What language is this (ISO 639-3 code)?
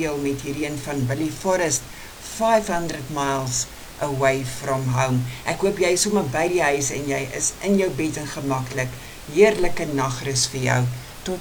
afr